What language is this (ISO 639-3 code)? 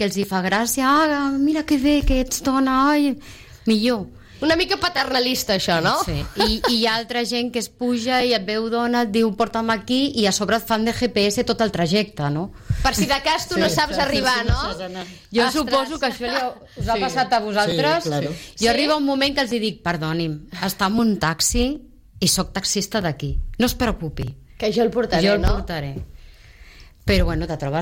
cat